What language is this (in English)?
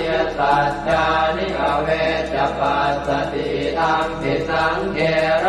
Pali